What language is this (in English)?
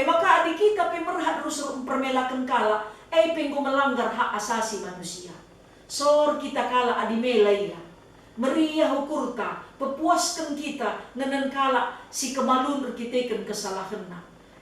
Batak Karo